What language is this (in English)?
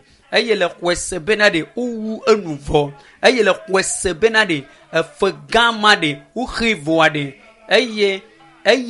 Ewe